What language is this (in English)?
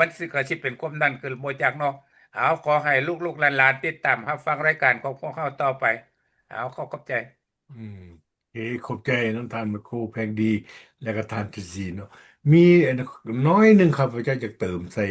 Lao